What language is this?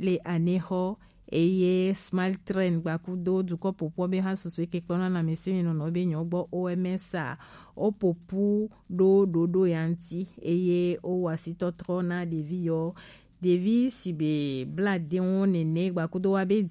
Gen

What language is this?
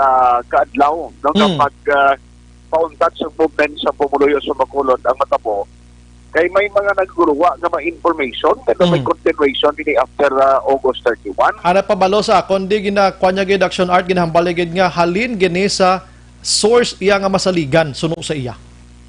Hiligaynon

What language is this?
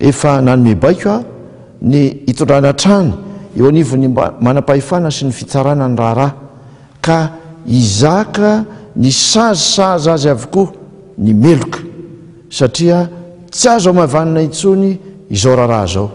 Malagasy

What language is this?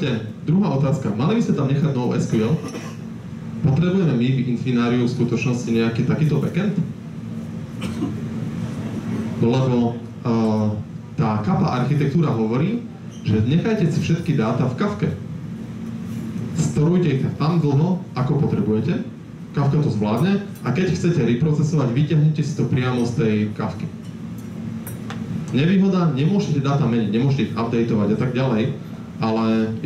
Slovak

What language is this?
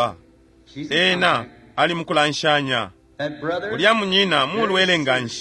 Bemba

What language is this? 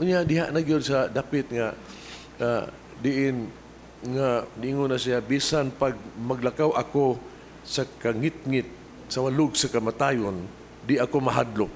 Cebuano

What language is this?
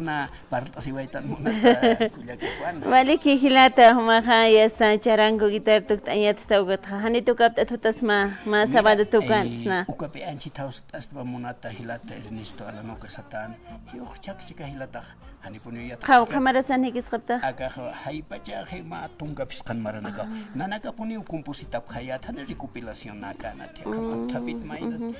Aymara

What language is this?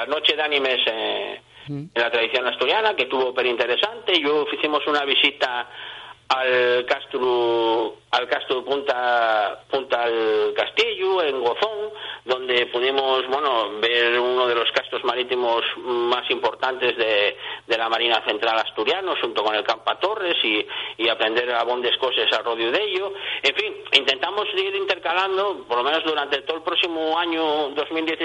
Asturian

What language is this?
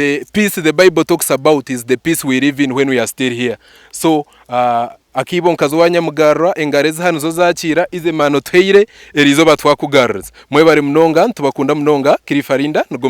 Nyankole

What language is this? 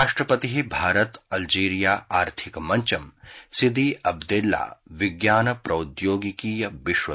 Sanskrit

